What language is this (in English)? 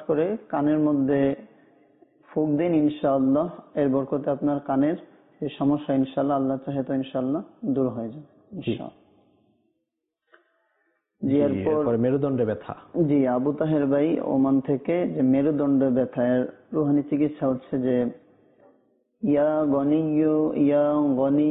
Bangla